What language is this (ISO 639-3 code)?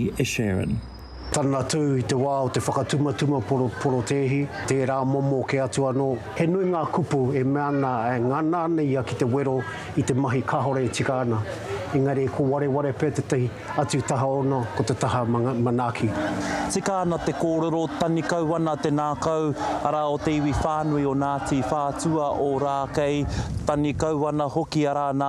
mri